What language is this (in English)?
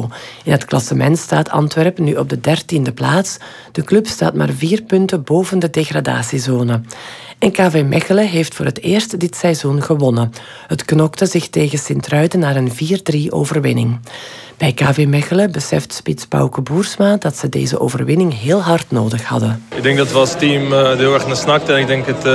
Dutch